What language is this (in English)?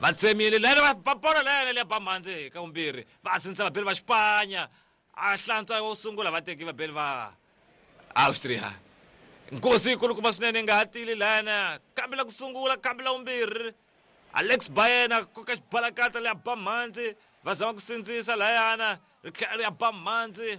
Tsonga